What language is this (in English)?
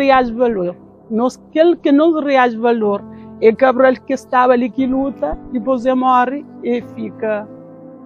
Kabuverdianu